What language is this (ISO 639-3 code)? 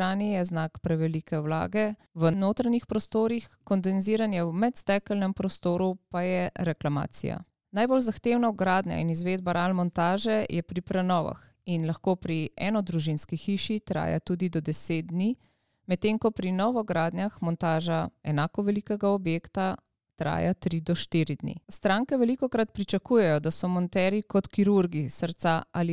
slv